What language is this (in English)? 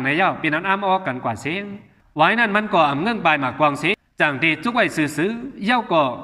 Shan